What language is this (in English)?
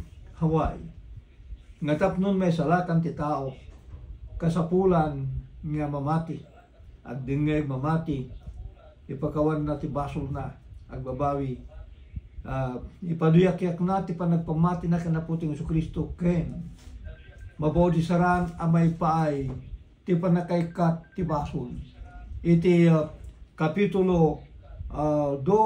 Iloko